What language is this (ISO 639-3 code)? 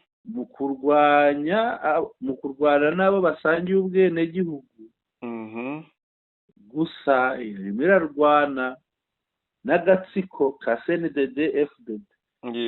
kin